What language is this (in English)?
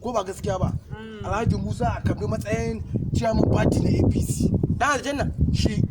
Hausa